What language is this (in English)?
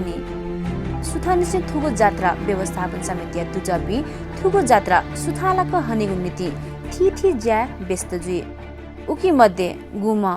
Newari